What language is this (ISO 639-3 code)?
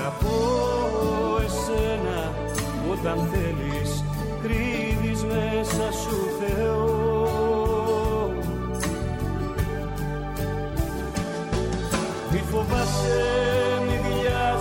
ell